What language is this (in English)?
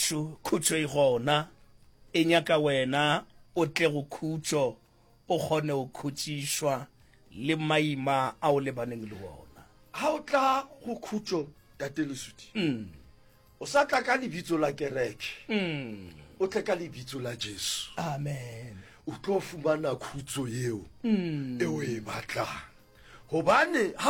Northern Sotho